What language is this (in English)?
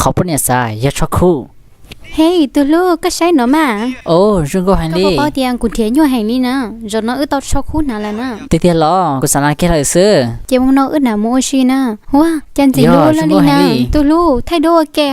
Hmong